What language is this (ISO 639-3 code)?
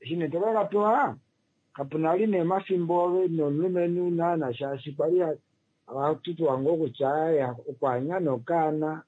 kua